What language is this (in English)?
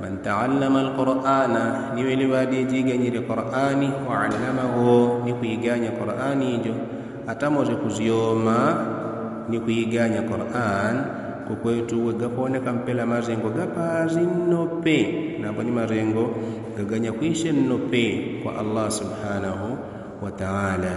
Yao